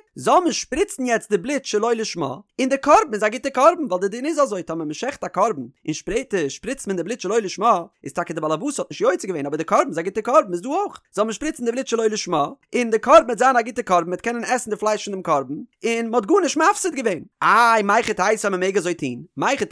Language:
Yiddish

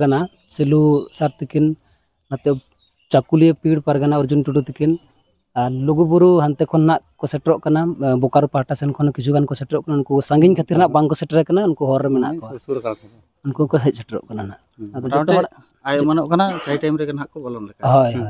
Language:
Santali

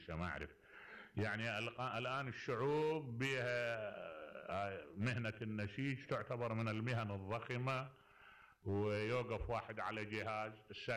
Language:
Mesopotamian Arabic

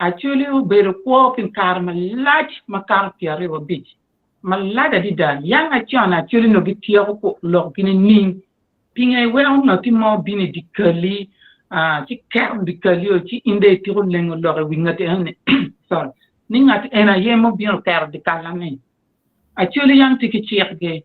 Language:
Acoli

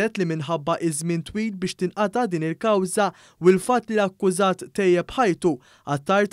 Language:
Maltese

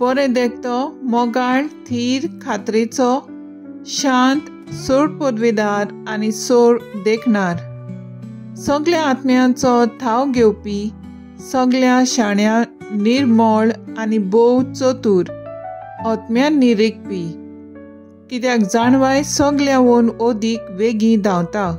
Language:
Konkani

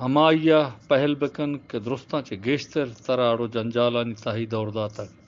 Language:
Eastern Balochi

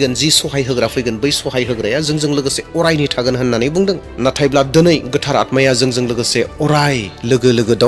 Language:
Bodo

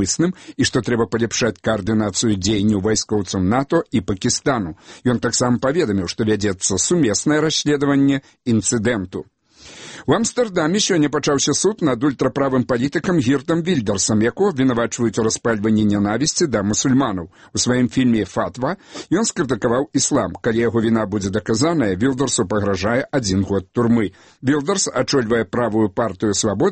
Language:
Belarusian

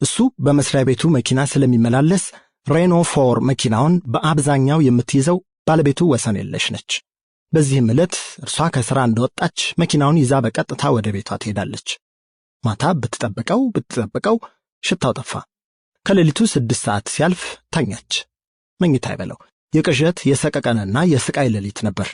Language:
Amharic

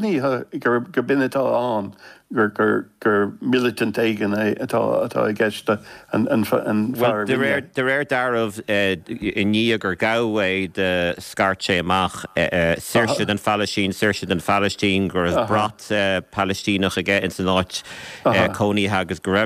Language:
Irish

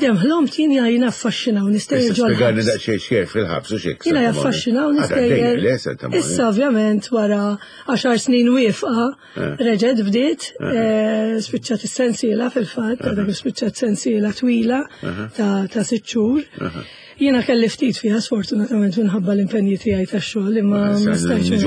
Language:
Maltese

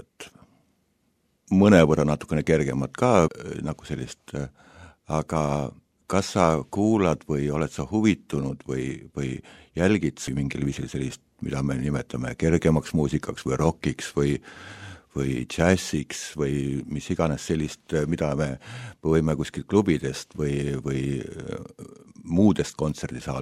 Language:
Estonian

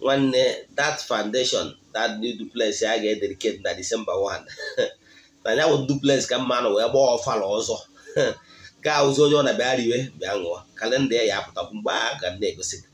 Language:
Igbo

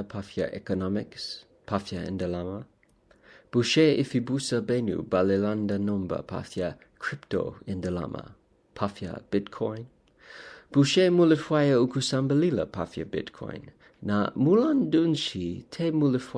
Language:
Bemba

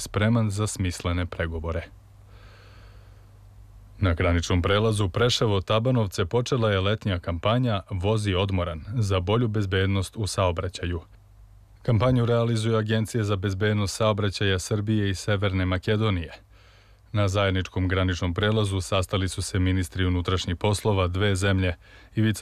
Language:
Serbian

